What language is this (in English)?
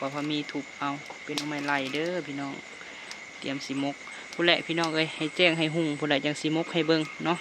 Lao